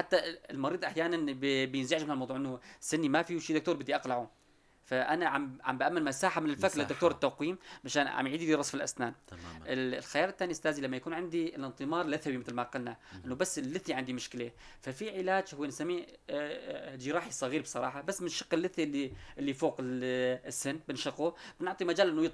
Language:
North Levantine Arabic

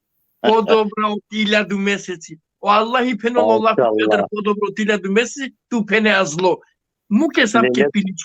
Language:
Balkan Romani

